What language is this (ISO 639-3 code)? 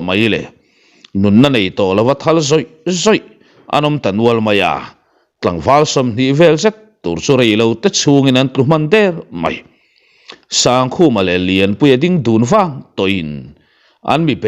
lus